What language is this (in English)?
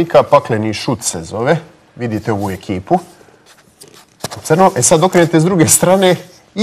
Croatian